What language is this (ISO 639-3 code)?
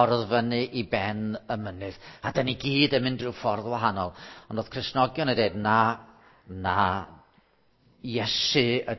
cym